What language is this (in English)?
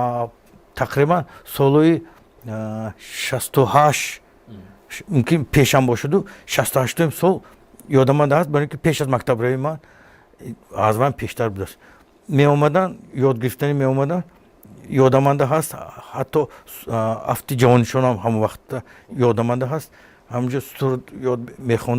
Tajik